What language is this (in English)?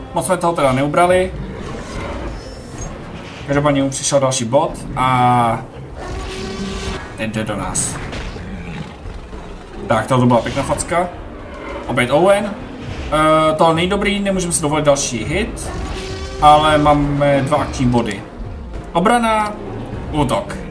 Czech